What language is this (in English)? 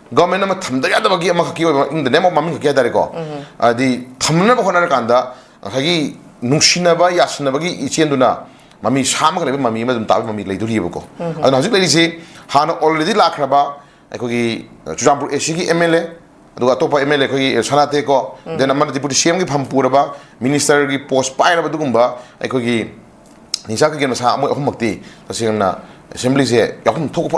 Manipuri